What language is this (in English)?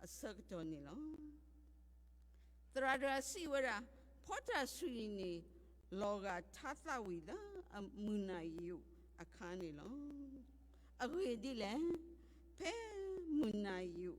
S'gaw Karen